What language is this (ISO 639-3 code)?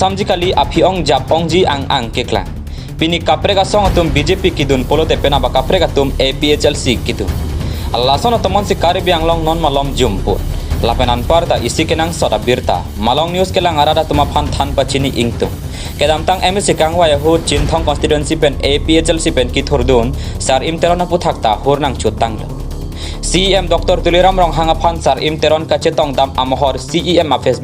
mjw